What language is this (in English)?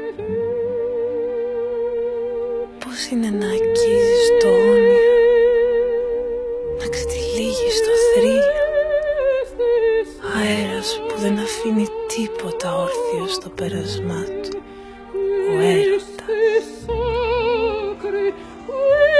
Greek